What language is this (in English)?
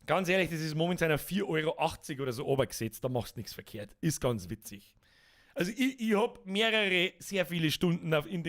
Bavarian